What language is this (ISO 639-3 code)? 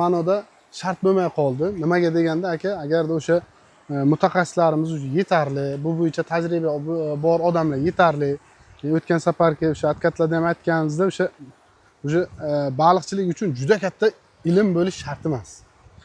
uzb